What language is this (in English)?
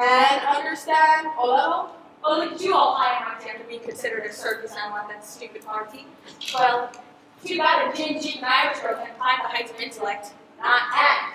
Hawaiian